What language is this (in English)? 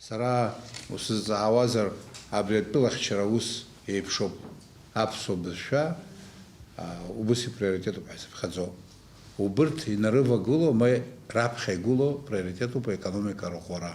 Abkhazian